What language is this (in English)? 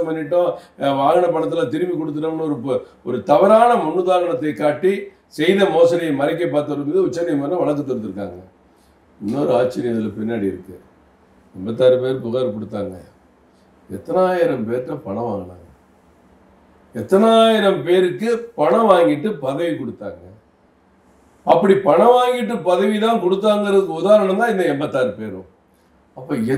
Tamil